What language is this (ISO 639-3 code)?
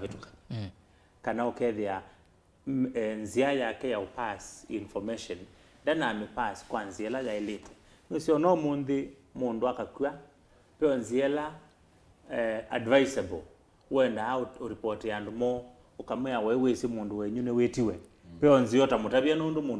kam